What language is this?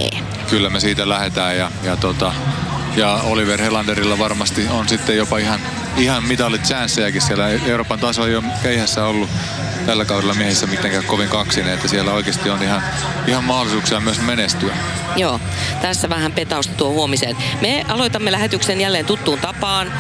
Finnish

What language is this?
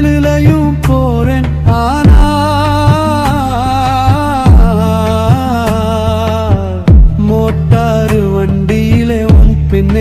Tamil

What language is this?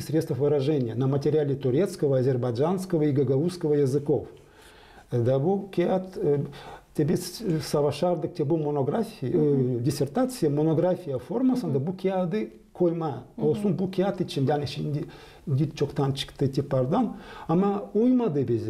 Gagauz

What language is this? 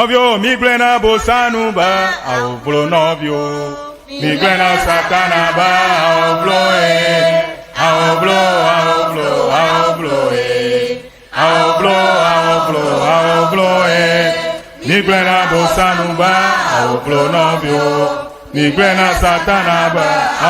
Ewe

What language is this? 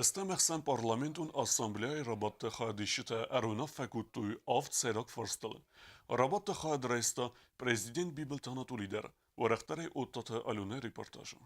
Ossetic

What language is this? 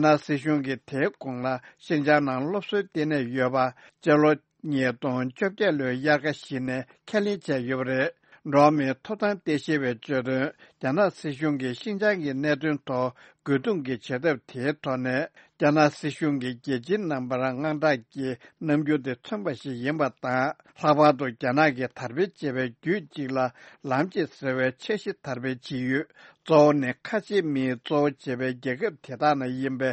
Tibetan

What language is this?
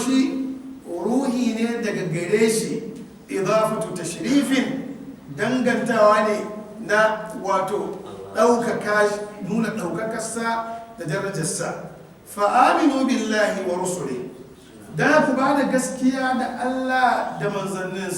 Hausa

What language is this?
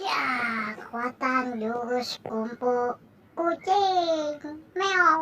Banjar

